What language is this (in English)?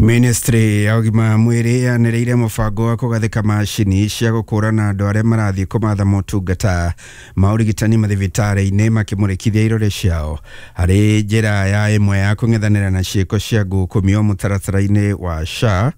Kikuyu